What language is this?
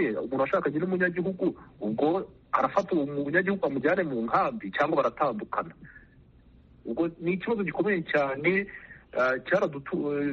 Kinyarwanda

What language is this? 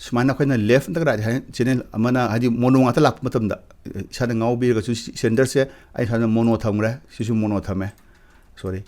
Manipuri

